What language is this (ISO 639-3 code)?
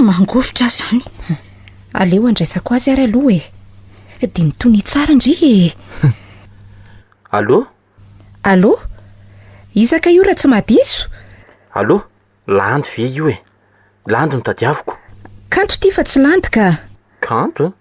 mlg